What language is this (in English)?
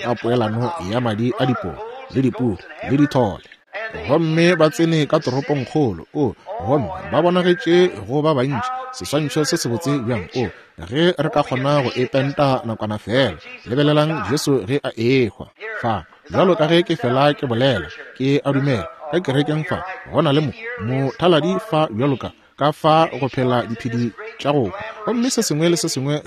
Northern Sotho